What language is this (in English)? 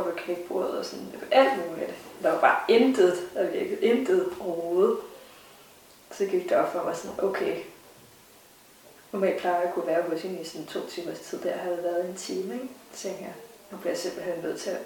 Danish